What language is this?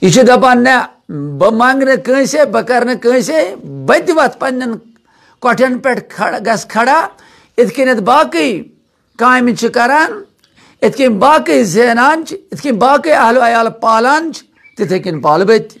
Kashmiri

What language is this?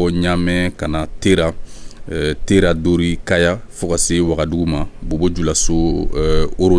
Bambara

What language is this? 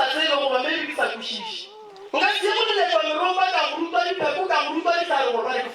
Northern Sotho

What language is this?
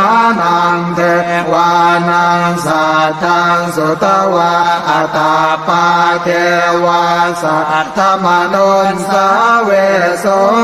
Pali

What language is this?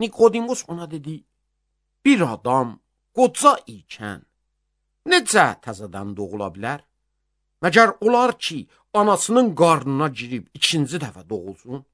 Azerbaijani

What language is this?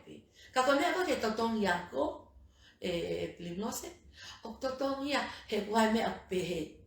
Tongan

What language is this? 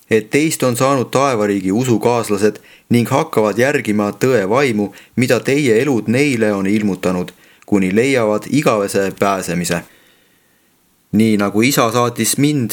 Estonian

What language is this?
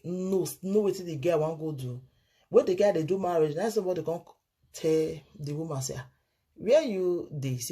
Nigerian Pidgin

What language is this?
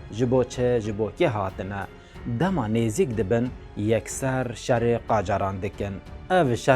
Kurdish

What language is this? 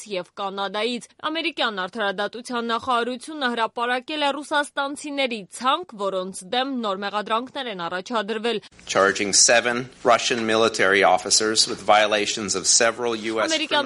Armenian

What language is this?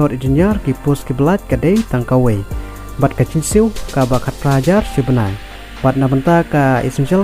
Khasi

